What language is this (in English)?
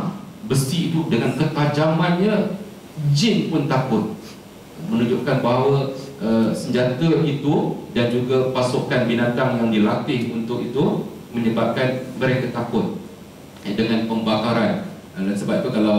Malay